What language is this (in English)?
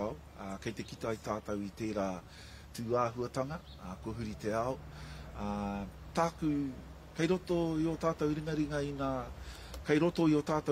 Māori